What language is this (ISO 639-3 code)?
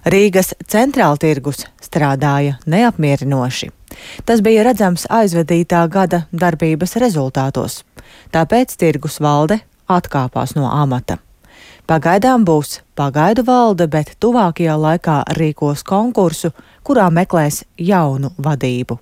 lav